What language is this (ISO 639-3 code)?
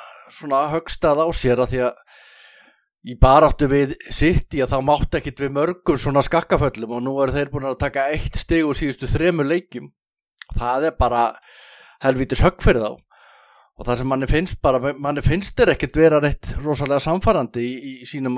isl